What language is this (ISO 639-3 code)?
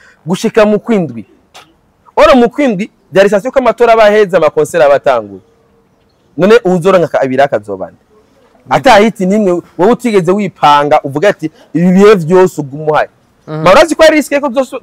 run